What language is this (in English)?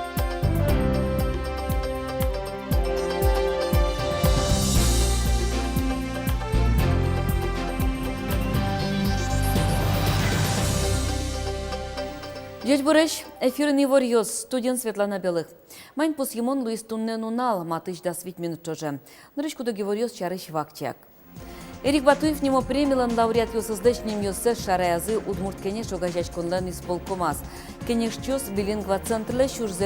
Udmurt